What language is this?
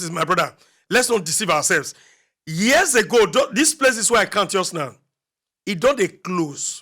Nigerian Pidgin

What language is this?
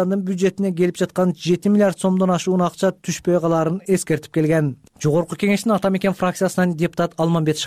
Kyrgyz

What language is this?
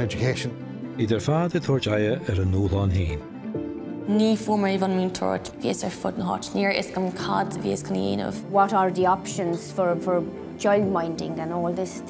Irish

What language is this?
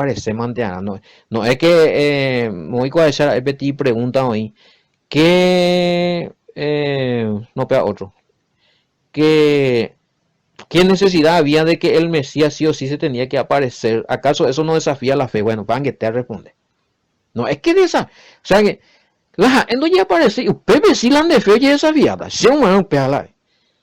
Guarani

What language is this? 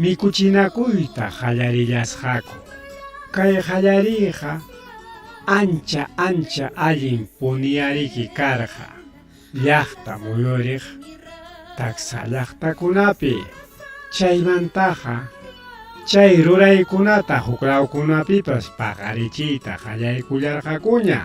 Ayacucho Quechua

